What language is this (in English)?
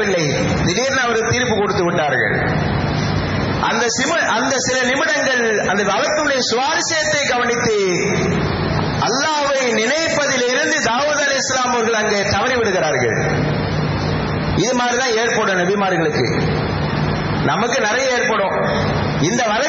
Tamil